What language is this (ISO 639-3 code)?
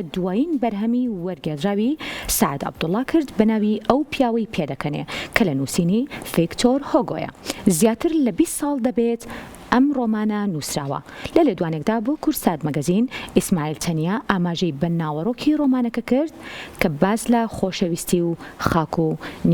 ckb